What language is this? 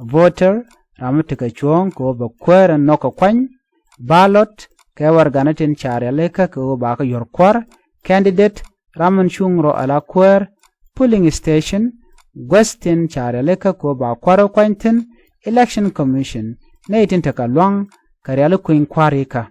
Nuer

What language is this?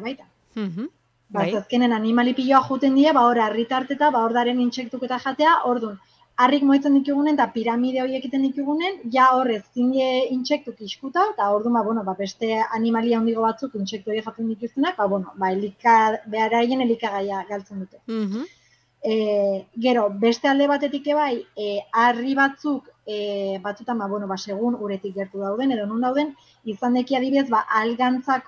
Basque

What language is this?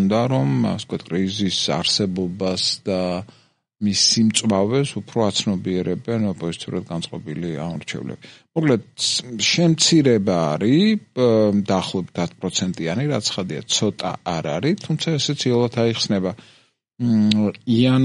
Georgian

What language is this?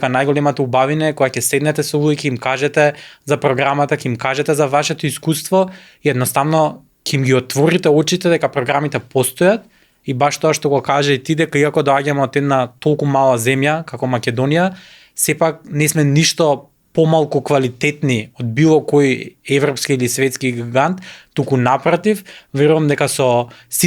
Macedonian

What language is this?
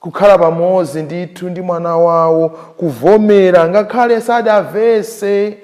Nyanja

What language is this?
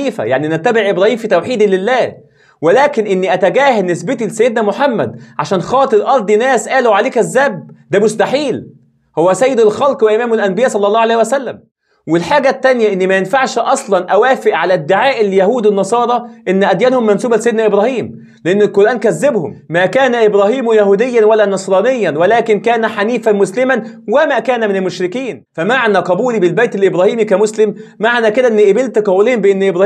Egyptian Arabic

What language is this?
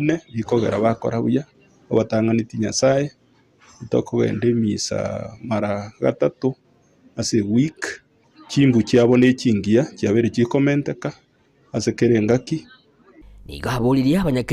Gusii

